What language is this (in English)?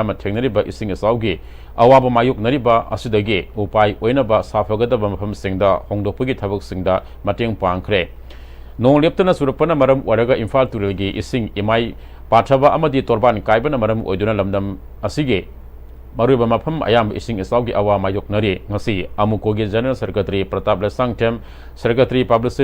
Manipuri